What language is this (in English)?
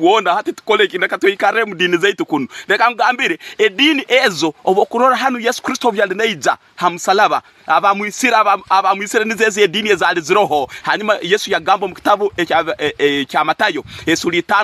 Tooro